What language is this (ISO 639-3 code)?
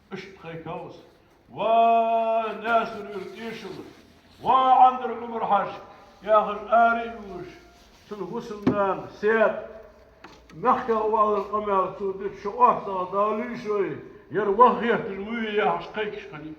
inh